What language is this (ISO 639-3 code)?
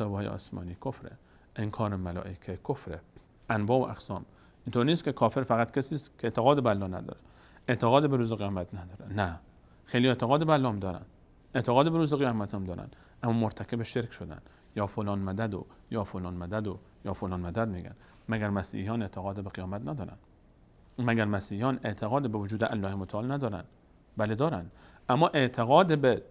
fas